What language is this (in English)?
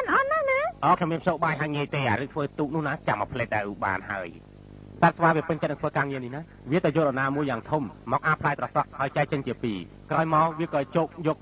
Khmer